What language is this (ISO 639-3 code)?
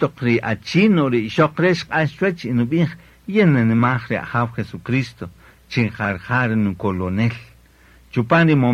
cak